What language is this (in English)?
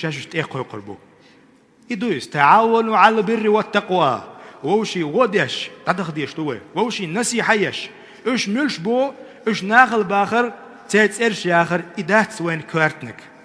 Chechen